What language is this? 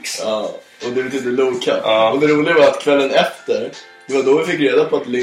Swedish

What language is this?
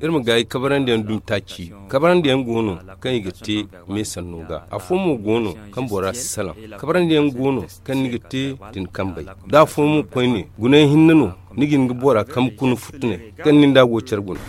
Zarma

